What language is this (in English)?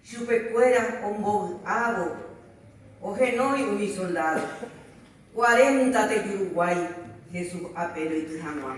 Guarani